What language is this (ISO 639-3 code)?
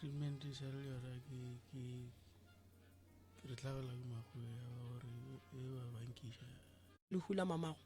nso